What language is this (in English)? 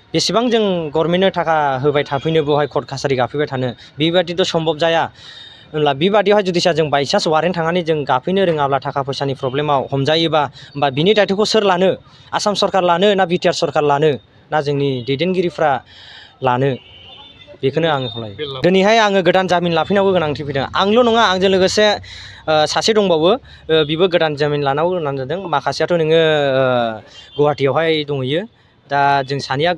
Bodo